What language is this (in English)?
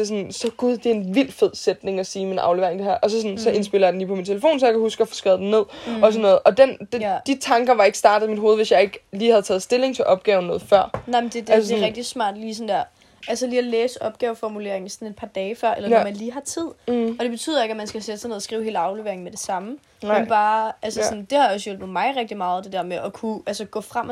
Danish